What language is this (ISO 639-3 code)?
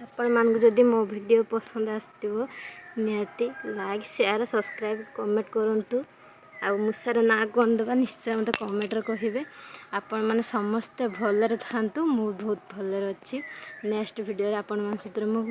ori